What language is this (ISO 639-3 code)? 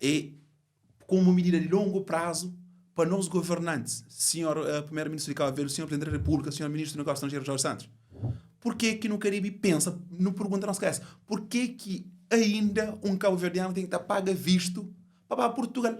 kea